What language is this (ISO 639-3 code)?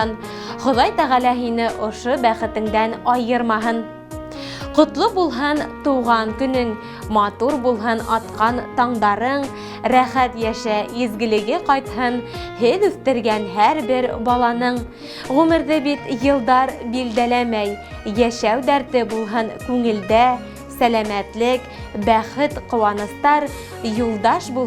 bak